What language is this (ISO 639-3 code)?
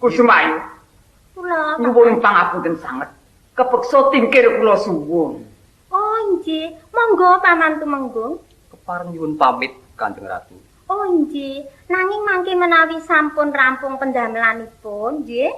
jav